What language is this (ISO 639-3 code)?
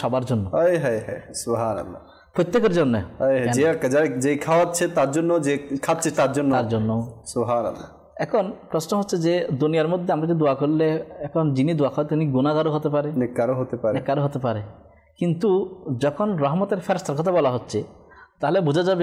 ben